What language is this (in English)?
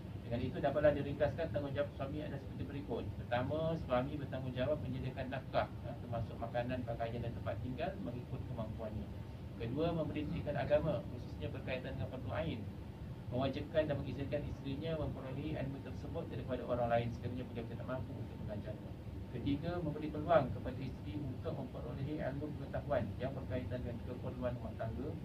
Malay